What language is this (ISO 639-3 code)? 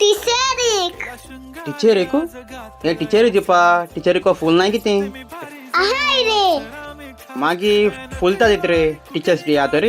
kok